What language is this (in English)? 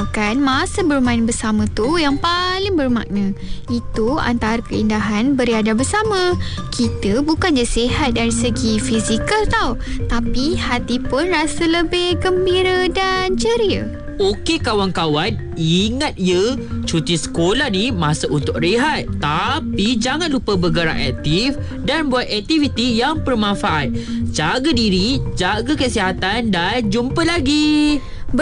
Malay